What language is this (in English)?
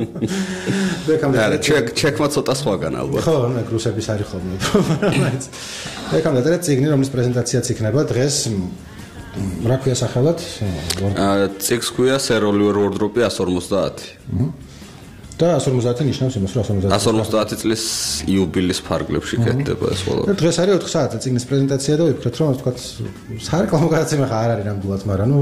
Georgian